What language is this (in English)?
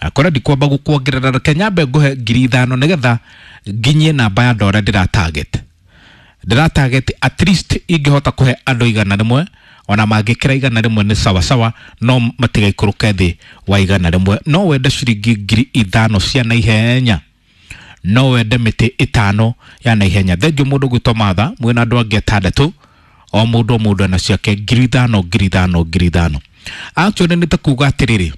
Kikuyu